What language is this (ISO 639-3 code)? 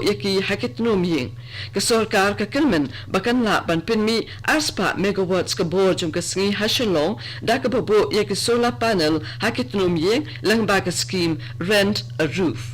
kha